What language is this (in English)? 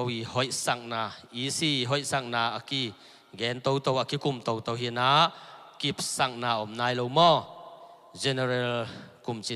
Tedim Chin